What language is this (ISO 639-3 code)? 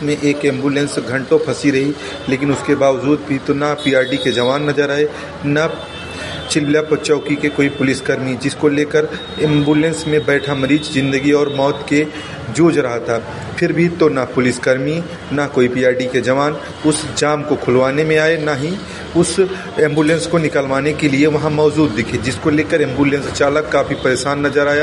hin